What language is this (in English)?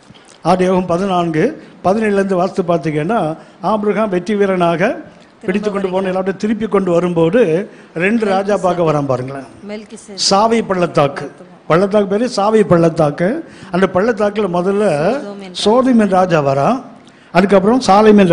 Tamil